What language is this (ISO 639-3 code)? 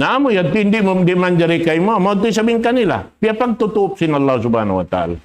tsg